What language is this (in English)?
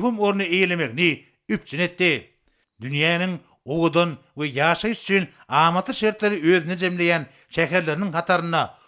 Turkmen